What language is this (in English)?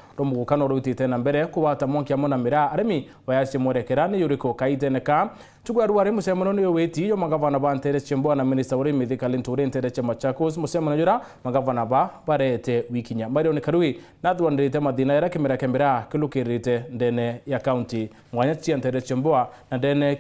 Meru